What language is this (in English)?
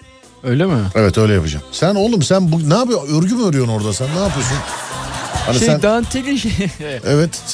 Turkish